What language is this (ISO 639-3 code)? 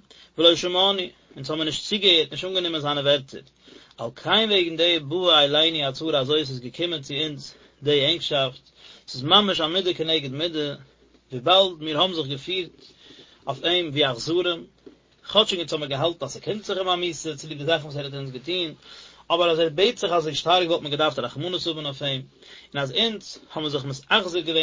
yid